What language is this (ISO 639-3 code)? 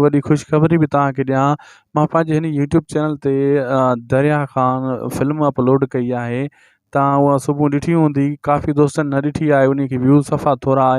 snd